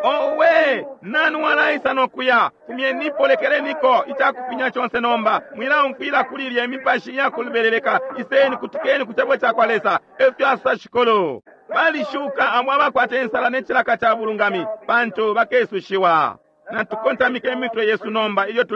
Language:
Bemba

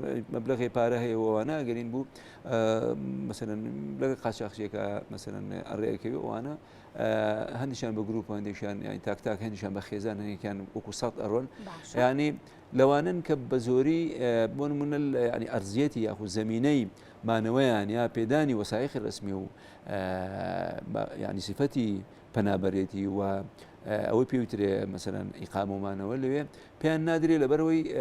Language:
Central Kurdish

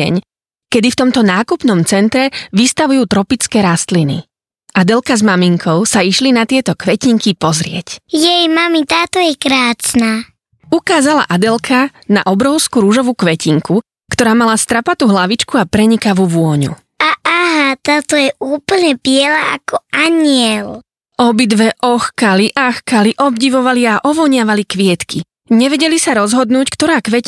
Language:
Slovak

